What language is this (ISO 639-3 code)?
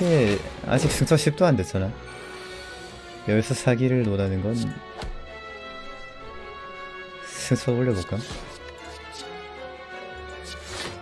kor